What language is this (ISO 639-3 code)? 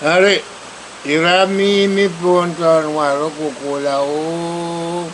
pon